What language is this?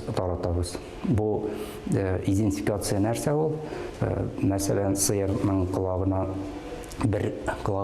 Tatar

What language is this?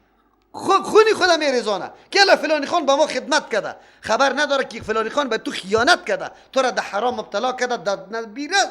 Persian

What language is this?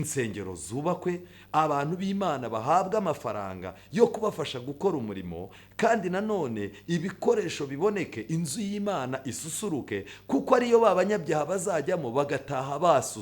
Kinyarwanda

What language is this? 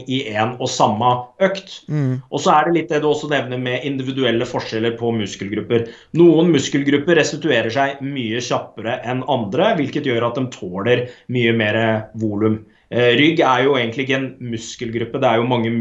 Norwegian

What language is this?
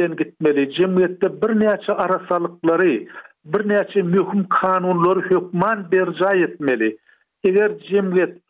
Turkmen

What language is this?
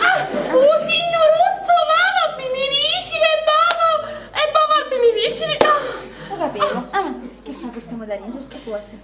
Sicilian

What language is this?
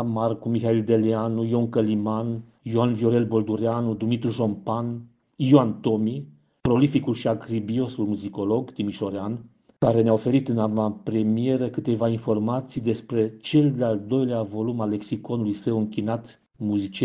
Romanian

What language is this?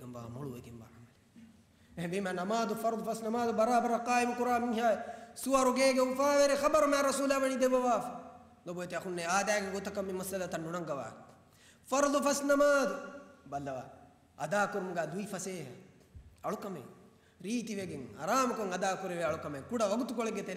Divehi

